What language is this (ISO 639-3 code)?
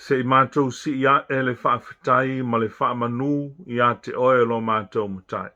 smo